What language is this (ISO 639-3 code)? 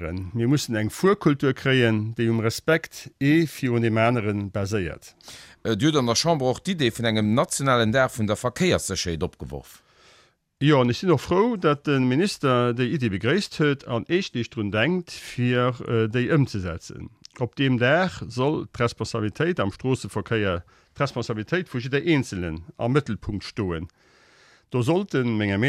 ltz